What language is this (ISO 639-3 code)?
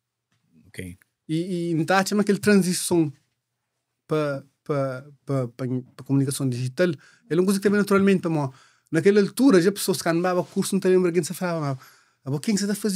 kea